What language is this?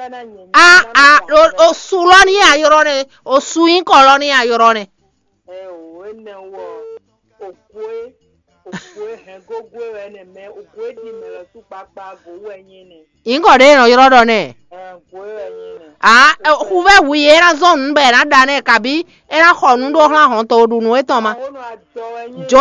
Fon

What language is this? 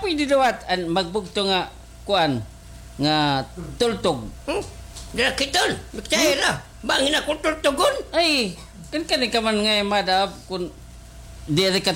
Waray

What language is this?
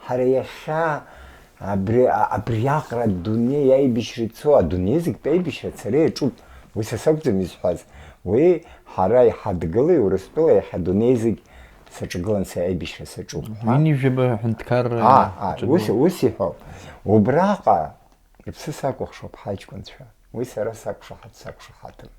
Abkhazian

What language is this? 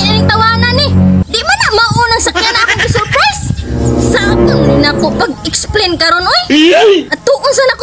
Cebuano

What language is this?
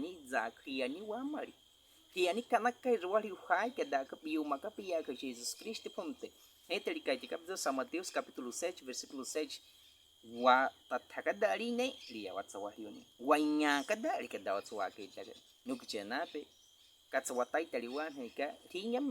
Baniwa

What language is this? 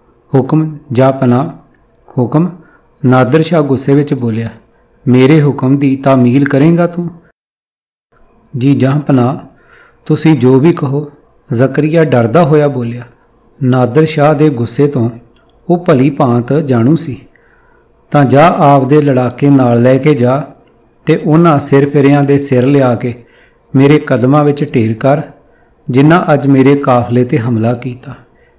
Punjabi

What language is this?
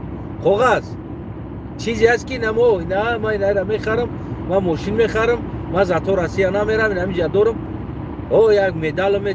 Tajik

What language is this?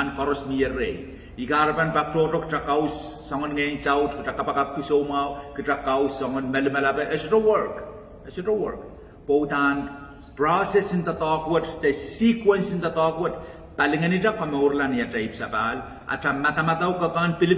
Pohnpeian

